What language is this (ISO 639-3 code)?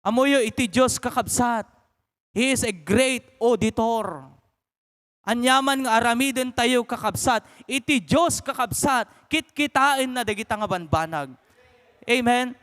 ilo